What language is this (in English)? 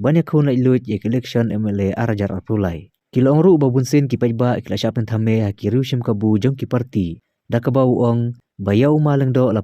Khasi